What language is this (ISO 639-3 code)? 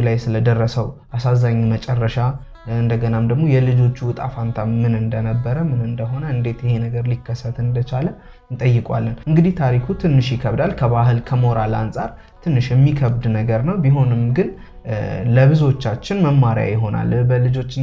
amh